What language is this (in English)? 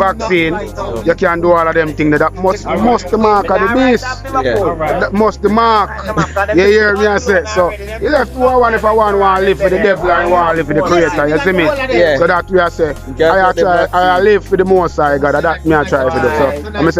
Jamaican Creole English